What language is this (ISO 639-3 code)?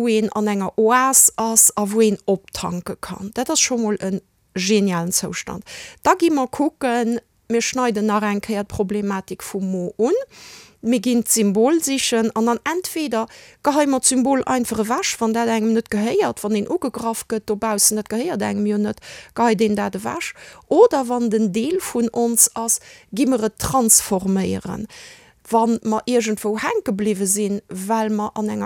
ltz